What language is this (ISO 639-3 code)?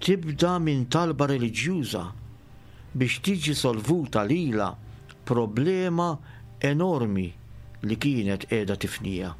mlt